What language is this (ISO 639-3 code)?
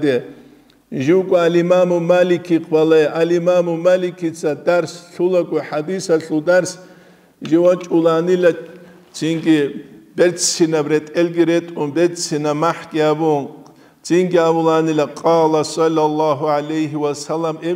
ava